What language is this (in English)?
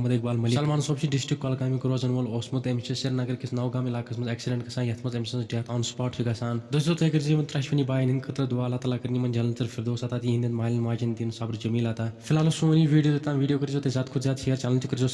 Kashmiri